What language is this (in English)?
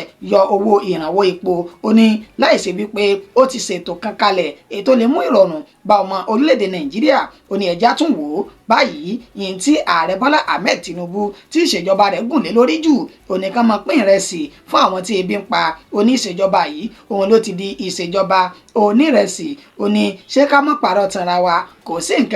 Yoruba